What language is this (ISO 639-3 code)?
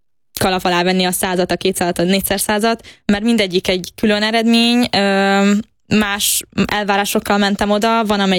hun